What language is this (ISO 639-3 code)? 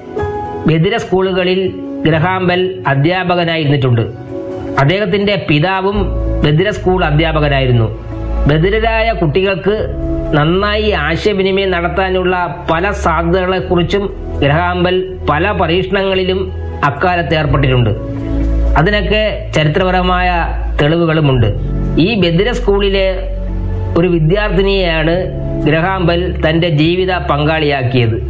mal